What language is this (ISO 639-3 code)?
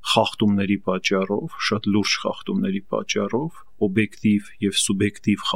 hye